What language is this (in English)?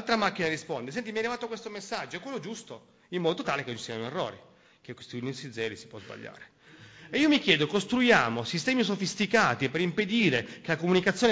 Italian